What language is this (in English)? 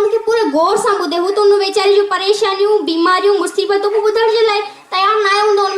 Sindhi